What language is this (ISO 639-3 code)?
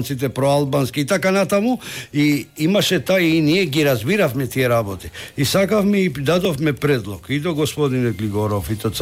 mkd